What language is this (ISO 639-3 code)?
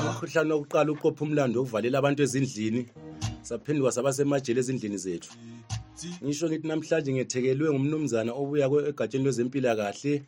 nde